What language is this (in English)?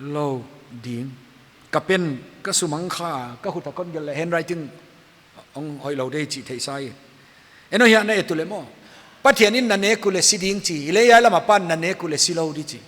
Paite Chin